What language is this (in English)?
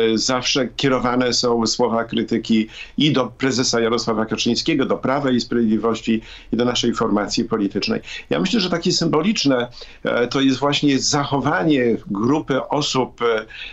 Polish